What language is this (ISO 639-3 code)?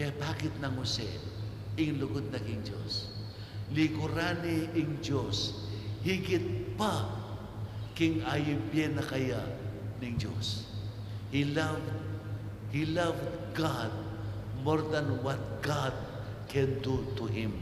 pam